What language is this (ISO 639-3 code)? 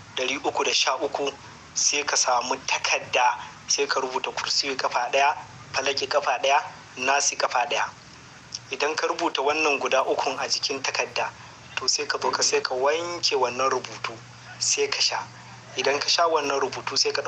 hau